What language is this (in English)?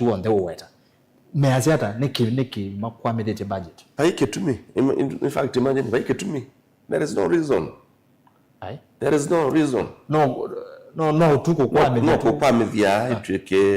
Kamba